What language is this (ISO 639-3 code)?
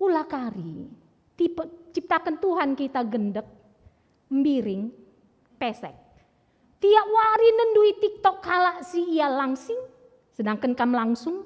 btx